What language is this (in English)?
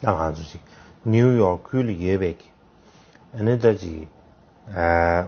Tibetan